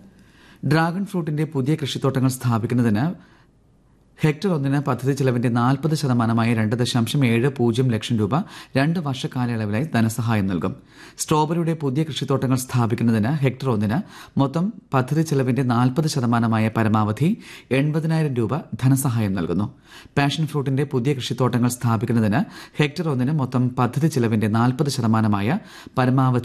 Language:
Malayalam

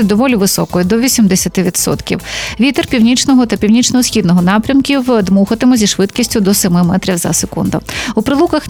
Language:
Ukrainian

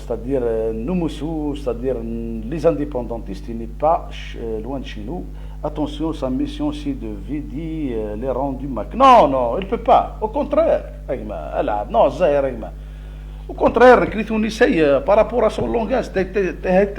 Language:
Kabyle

